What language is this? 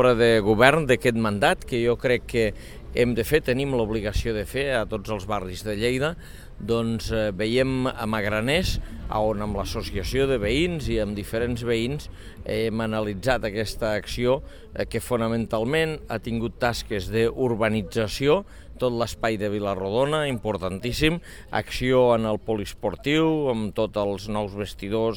Catalan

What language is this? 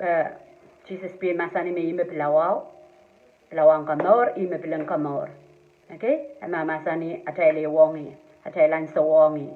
Pohnpeian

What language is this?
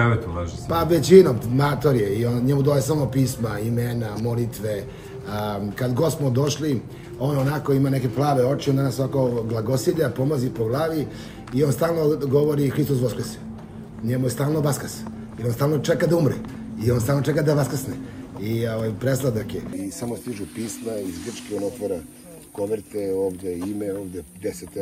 Serbian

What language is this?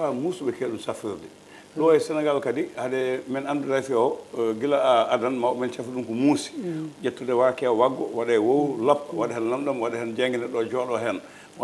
Fula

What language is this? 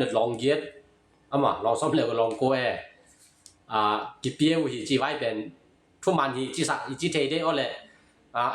Tedim Chin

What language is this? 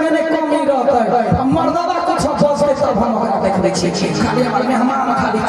Maithili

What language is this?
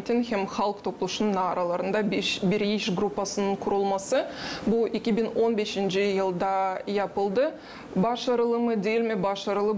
Gagauz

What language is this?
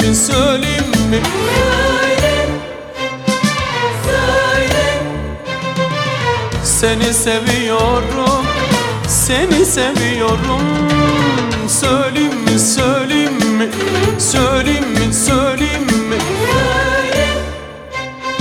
Turkish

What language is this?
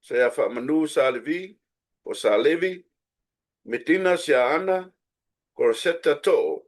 Samoan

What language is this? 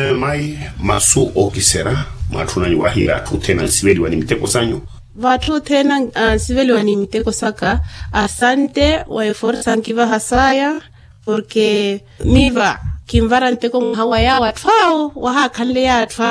Makhuwa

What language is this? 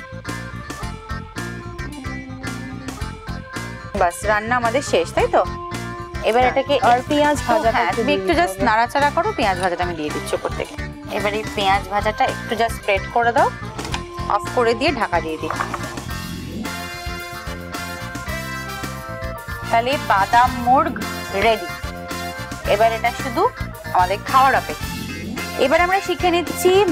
Bangla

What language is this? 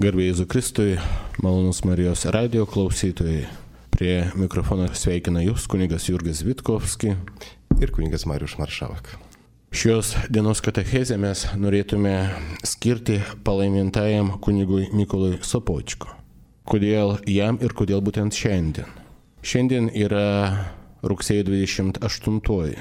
Lithuanian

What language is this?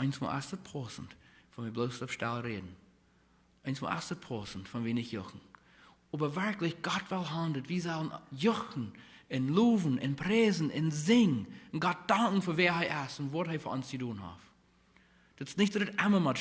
Plautdietsch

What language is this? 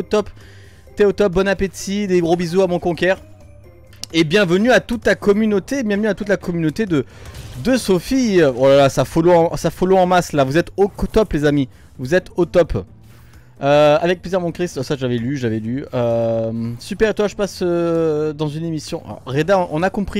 French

